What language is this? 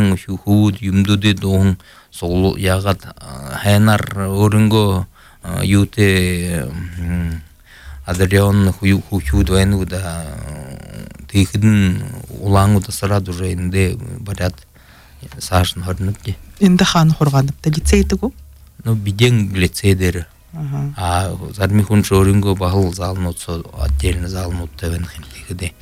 Buriat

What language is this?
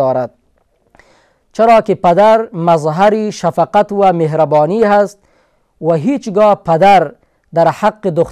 Persian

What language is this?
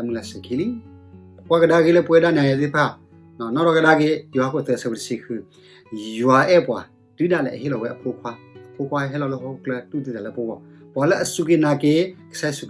S'gaw Karen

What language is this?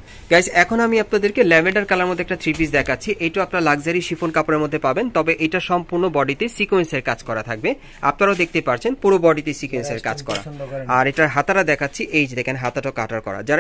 Bangla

